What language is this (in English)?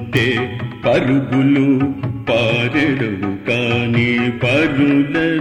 Telugu